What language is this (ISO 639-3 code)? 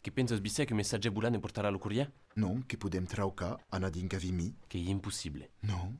oci